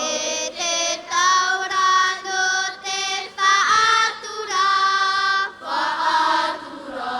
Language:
Tahitian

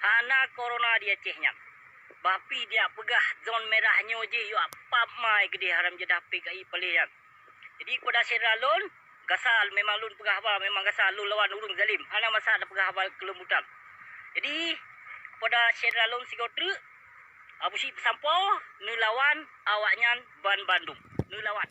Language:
Achinese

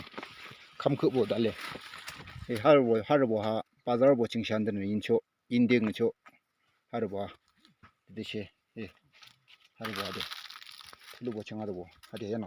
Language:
Yimchungru Naga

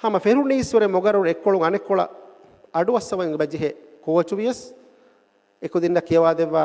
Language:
Divehi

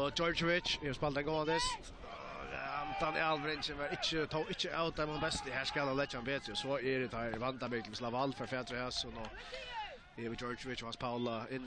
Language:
Faroese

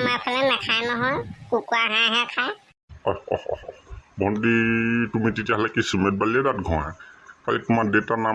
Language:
Assamese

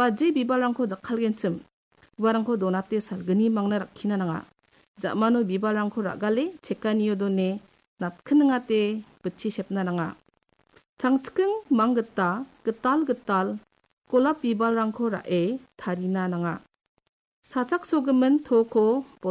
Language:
Garo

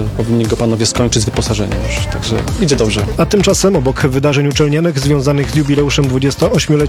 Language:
Polish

